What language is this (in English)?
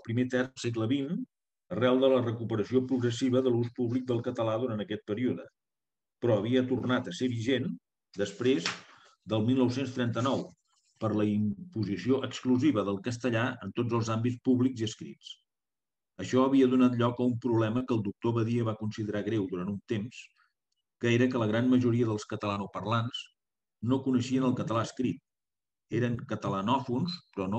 Catalan